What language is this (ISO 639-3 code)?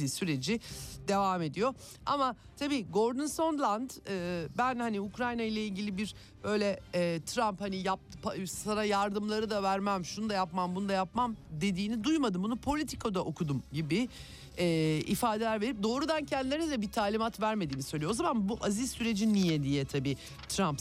tur